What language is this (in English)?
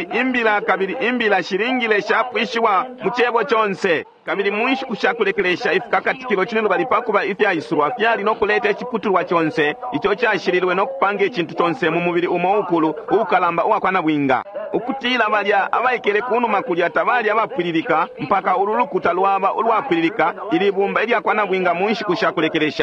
Bemba